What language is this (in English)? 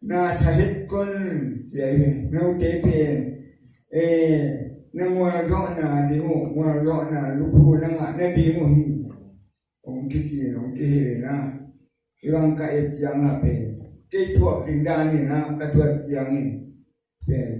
Tedim Chin